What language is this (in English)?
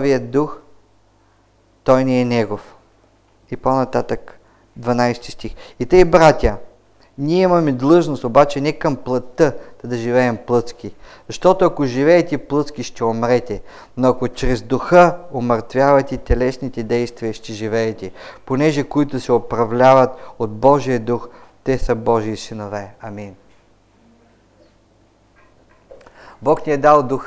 Bulgarian